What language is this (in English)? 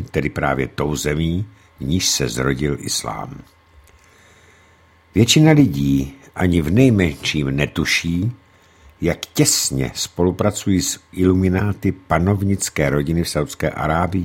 Czech